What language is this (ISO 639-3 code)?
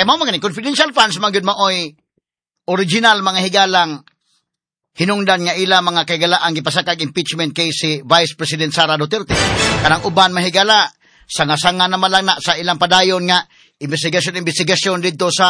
ceb